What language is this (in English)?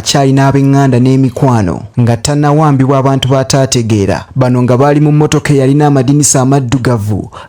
Ganda